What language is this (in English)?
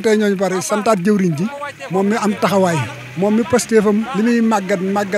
Wolof